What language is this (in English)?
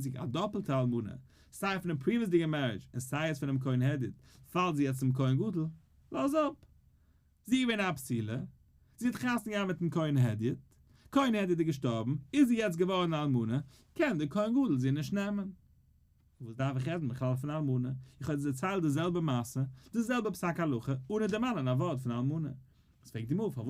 Yiddish